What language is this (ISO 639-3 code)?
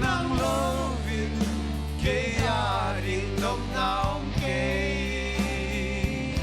ctd